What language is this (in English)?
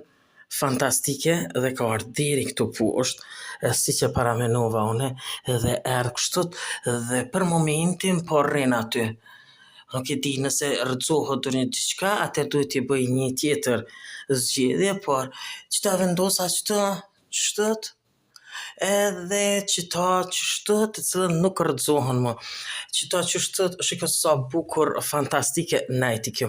Albanian